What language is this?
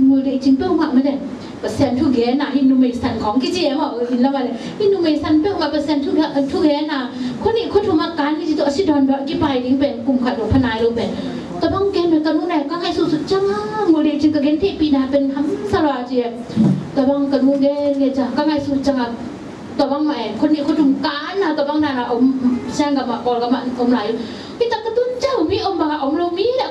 Tedim Chin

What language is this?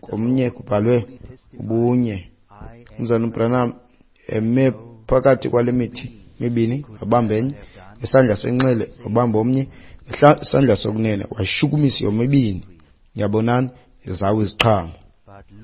Xhosa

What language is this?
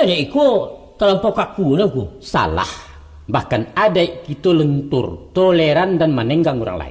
Minangkabau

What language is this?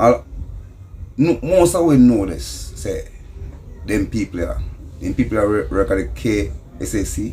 Jamaican Creole English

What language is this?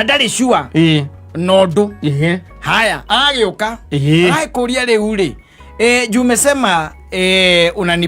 Kikuyu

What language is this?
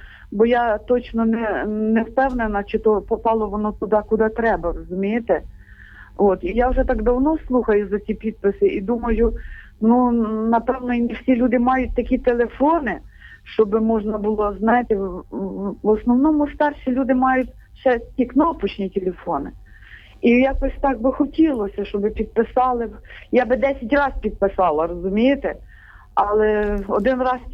Ukrainian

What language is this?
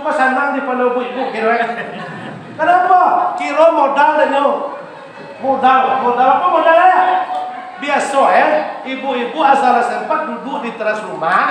Minangkabau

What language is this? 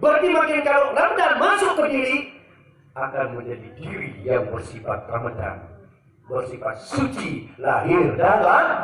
Sasak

